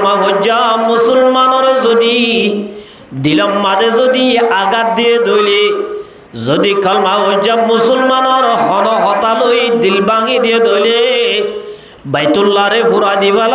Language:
Rohingya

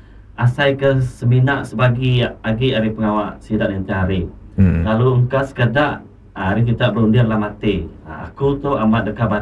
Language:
Iban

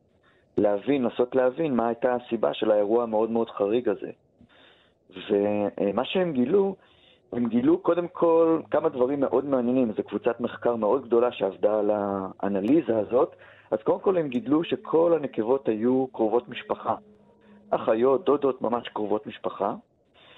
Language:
Hebrew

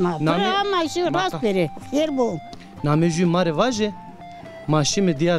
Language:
Zaza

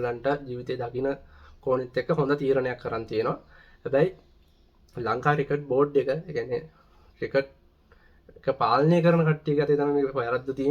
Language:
Sinhala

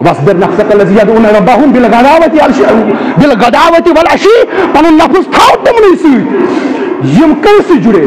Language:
Kashmiri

